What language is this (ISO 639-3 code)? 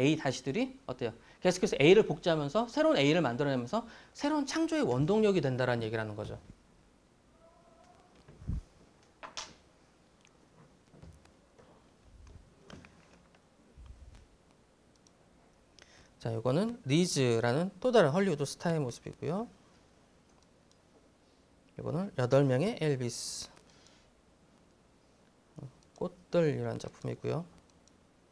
kor